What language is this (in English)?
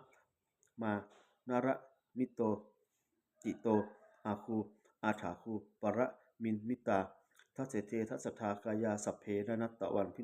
Pali